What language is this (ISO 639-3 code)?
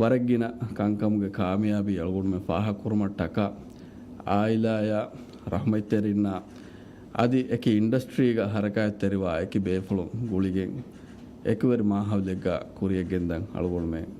div